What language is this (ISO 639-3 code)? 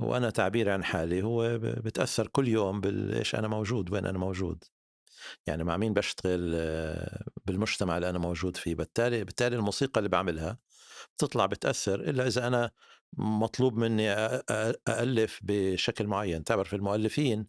apc